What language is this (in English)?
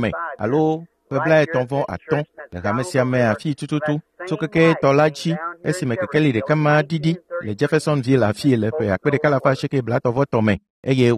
Ewe